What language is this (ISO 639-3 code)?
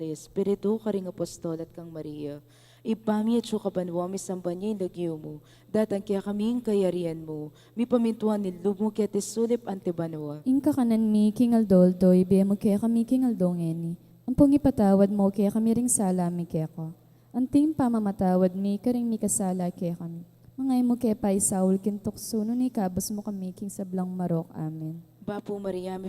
pam